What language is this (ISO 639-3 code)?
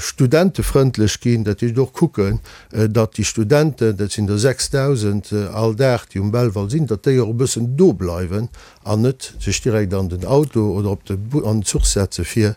ltz